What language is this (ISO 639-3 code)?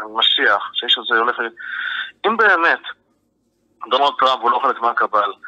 heb